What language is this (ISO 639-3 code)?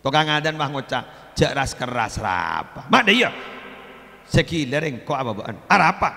mad